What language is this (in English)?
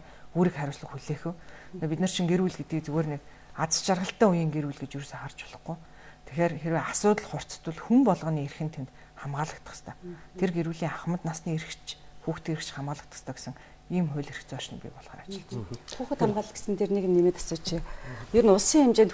Mongolian